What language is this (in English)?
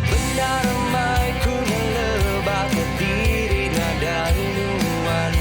Iban